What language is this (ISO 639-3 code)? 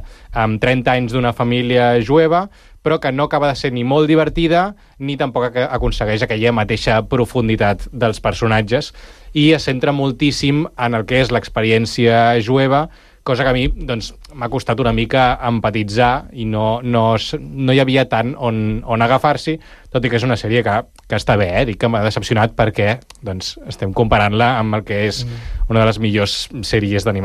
cat